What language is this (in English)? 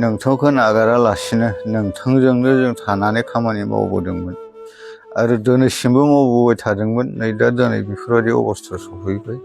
Bodo